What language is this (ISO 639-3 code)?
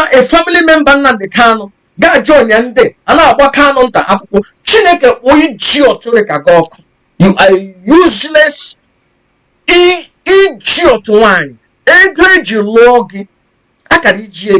ibo